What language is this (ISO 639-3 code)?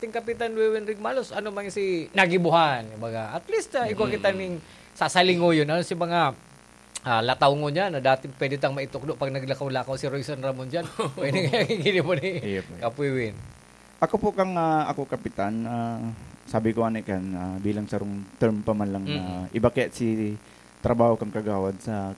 bik